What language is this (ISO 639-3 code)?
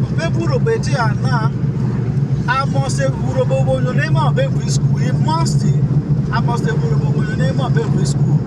urh